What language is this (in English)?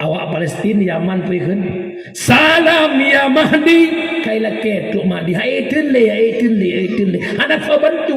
Achinese